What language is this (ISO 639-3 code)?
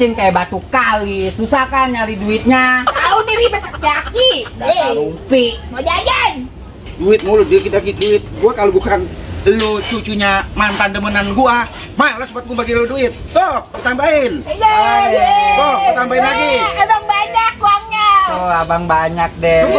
bew